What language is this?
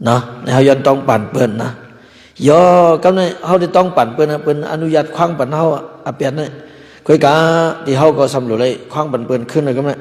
Shan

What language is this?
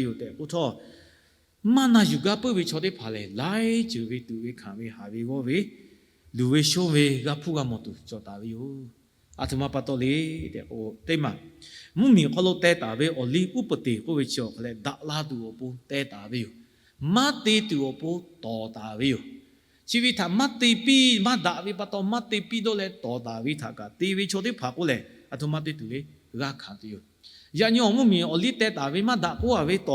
Lahu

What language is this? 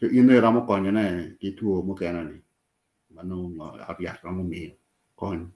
Acoli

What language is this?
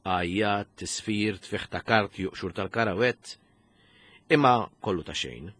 Maltese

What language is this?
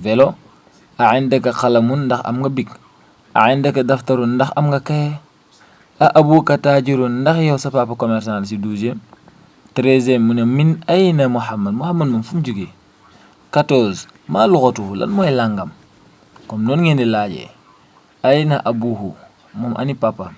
Wolof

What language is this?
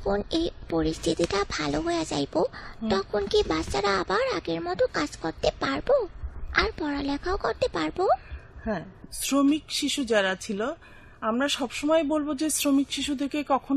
Bangla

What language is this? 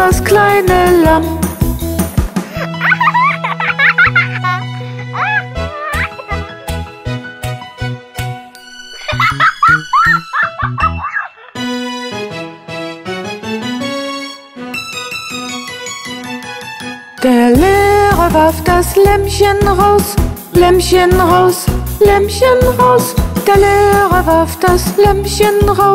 German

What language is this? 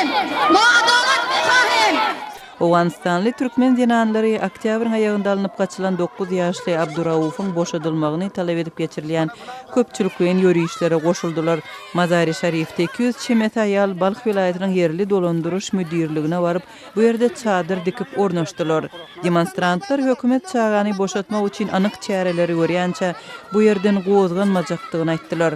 Turkmen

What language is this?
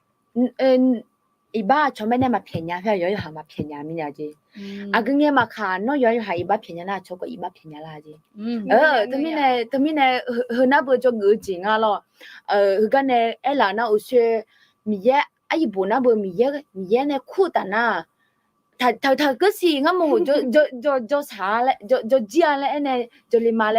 Akha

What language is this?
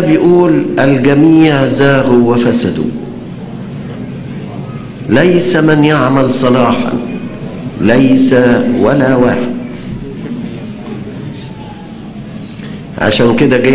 Egyptian Arabic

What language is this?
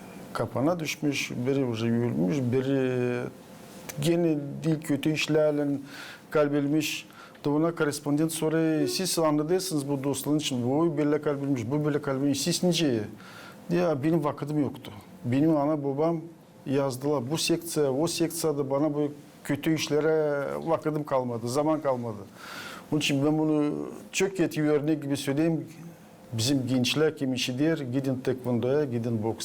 Gagauz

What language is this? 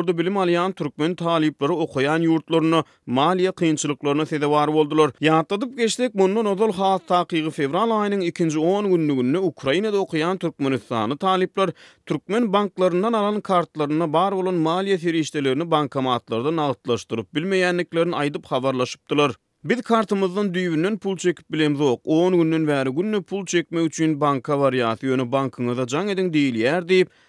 Turkmen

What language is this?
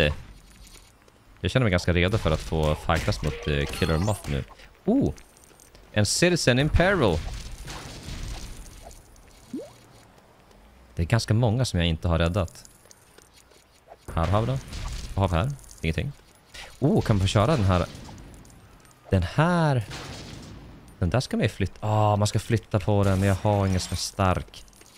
Swedish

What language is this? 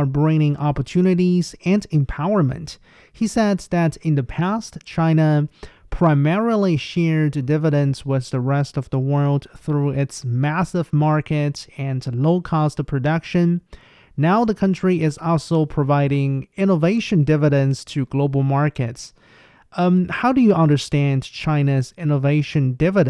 English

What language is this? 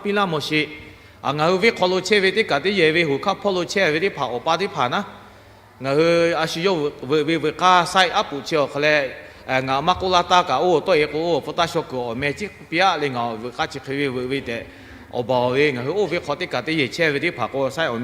Lahu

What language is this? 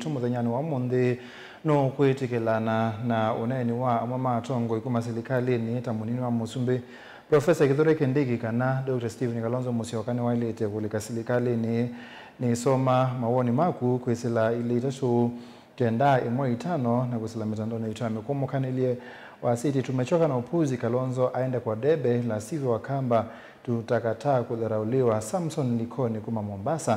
Kamba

